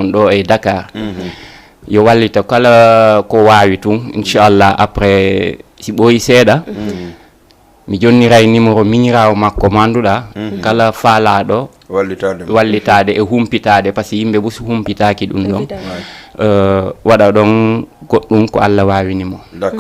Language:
Fula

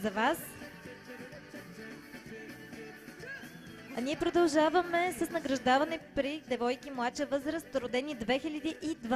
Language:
Bulgarian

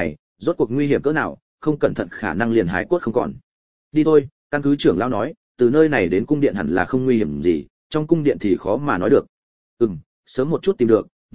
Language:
Vietnamese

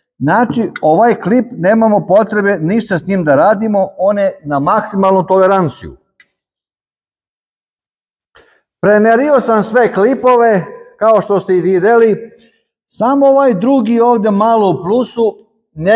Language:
Serbian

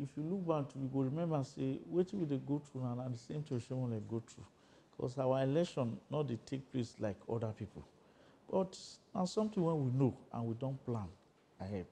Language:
Nigerian Pidgin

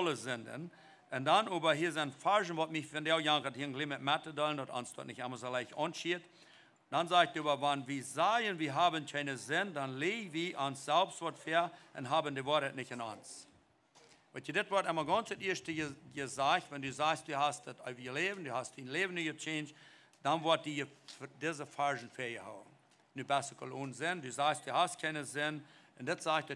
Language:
Plautdietsch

